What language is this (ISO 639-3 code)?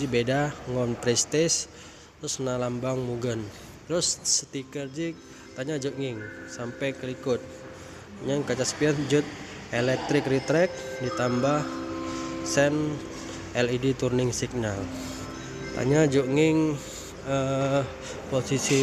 ace